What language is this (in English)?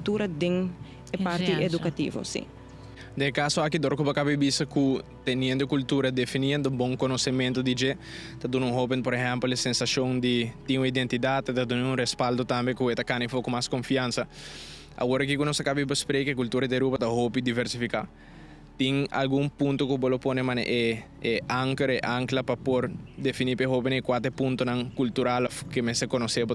Papiamento